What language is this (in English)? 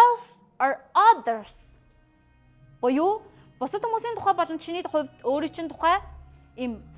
Mongolian